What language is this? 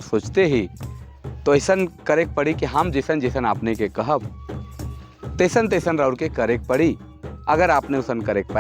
Sadri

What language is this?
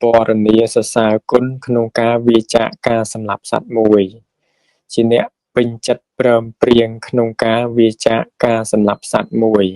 Khmer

